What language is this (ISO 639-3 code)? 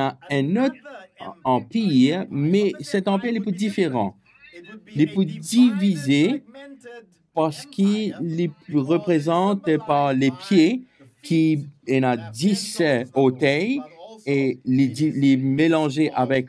mfe